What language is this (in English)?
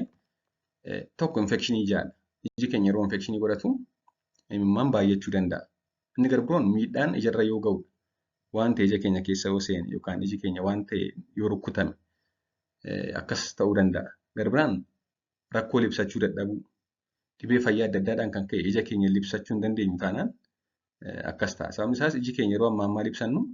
Oromo